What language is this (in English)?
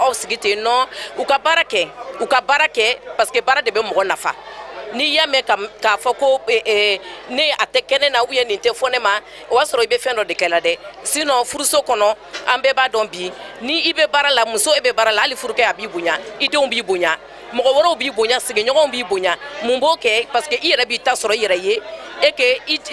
Bambara